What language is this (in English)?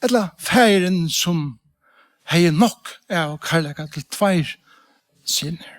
Faroese